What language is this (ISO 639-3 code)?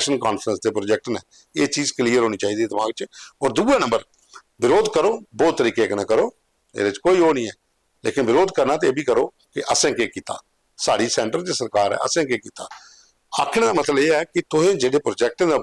doi